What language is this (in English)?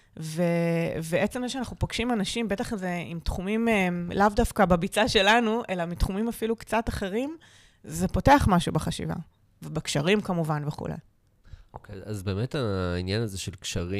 Hebrew